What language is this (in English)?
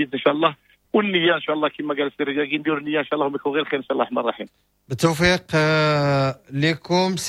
Moroccan Arabic